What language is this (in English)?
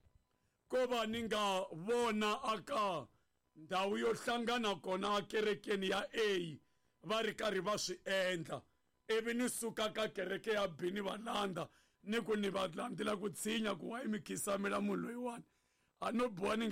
Tsonga